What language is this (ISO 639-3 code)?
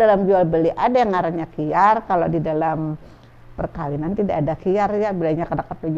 bjn